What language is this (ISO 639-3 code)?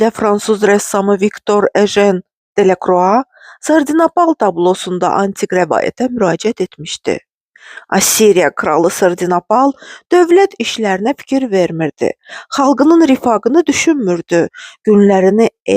aze